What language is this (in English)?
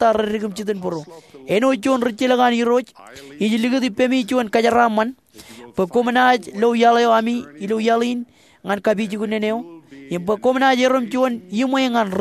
Marshallese